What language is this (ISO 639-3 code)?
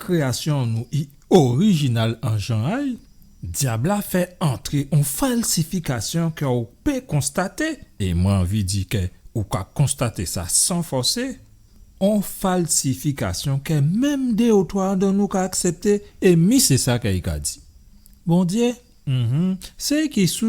gcf